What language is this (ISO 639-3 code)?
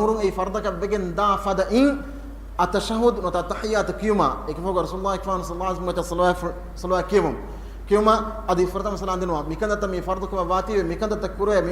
div